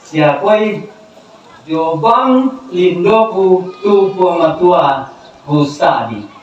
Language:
Toraja-Sa'dan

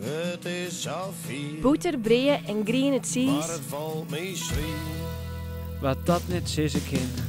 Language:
Western Frisian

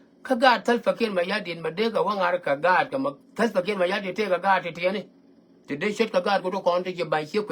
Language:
Nuer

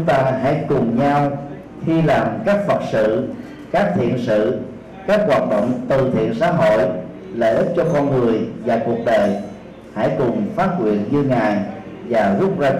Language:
Vietnamese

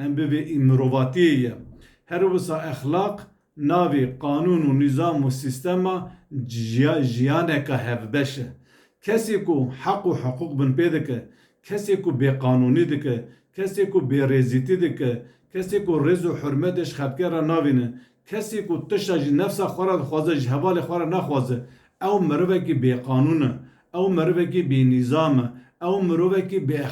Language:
Kurdish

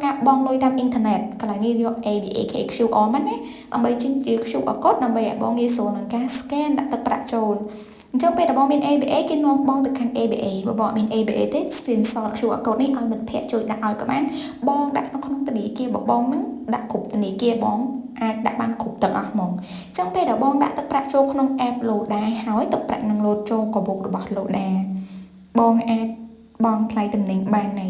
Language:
Khmer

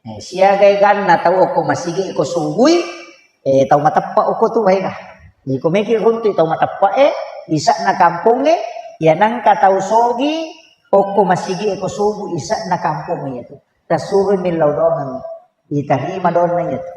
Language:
Buginese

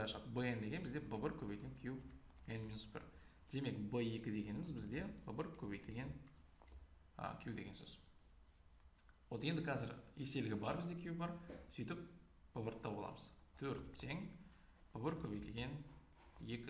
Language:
Kazakh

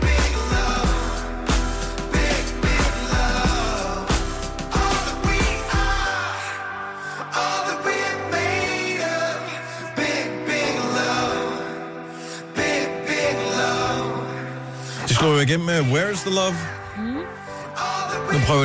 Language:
Danish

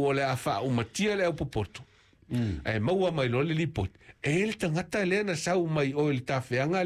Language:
Samoan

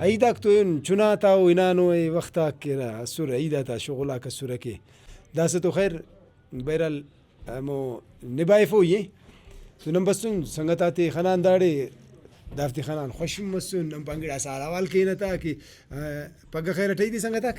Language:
Brahui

